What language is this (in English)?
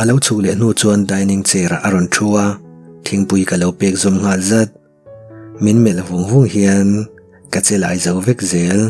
Mizo